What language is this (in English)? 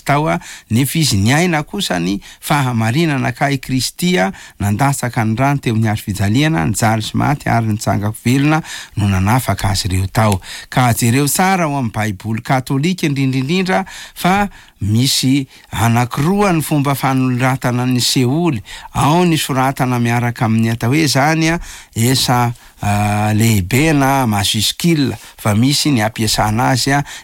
Malagasy